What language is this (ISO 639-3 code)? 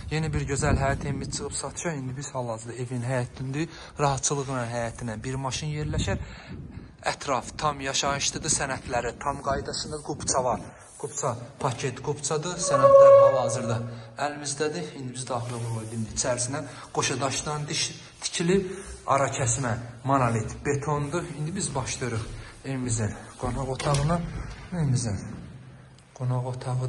aze